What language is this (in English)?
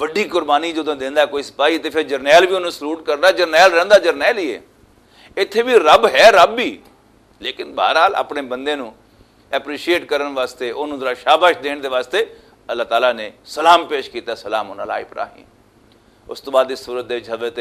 Western Panjabi